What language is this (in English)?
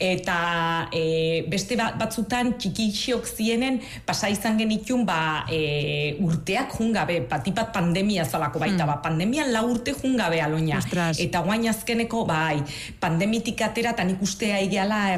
Basque